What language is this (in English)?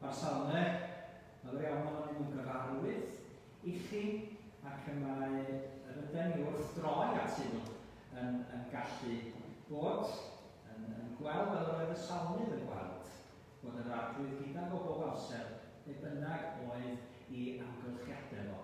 Welsh